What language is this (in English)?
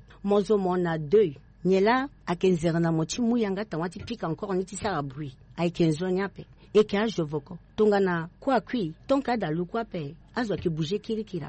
Sango